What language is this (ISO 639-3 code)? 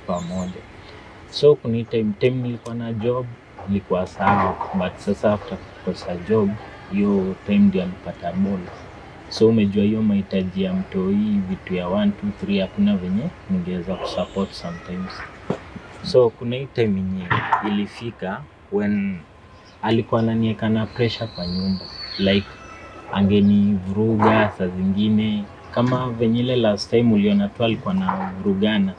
swa